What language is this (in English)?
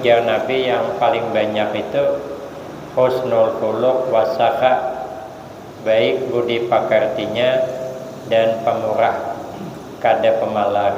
Banjar